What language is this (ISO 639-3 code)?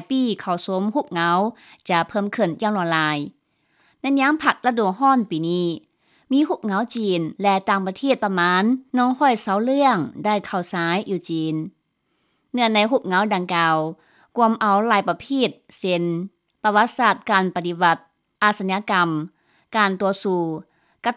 lao